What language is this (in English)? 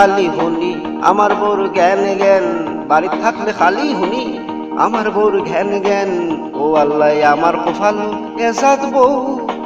Sylheti